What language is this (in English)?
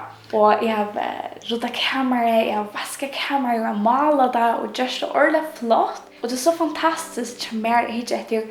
Faroese